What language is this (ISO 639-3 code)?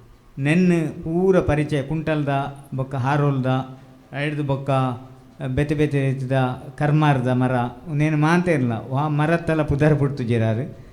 tcy